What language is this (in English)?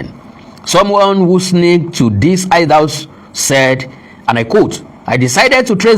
Yoruba